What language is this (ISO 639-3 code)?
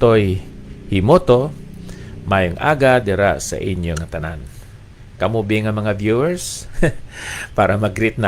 hil